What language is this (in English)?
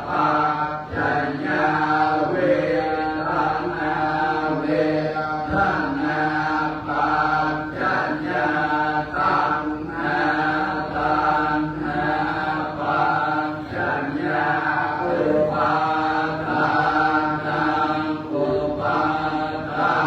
Pali